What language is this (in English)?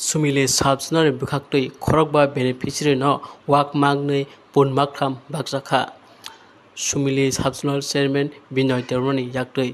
Kok Borok